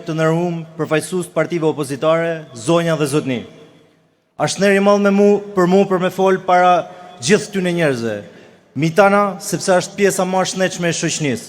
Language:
Albanian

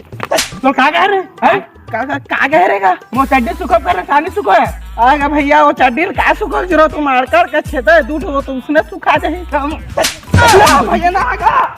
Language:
Chhattisgarhi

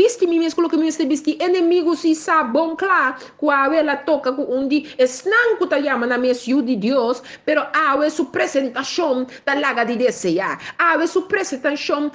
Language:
Papiamento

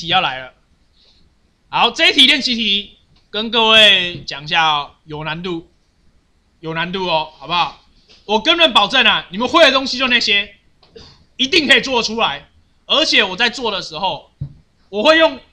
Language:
Chinese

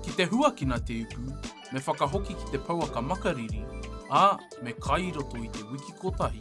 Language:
Māori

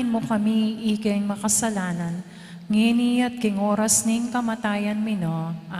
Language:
Pampanga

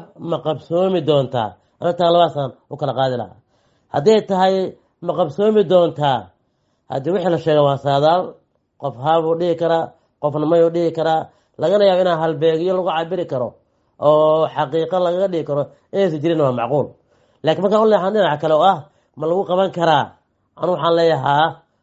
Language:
Somali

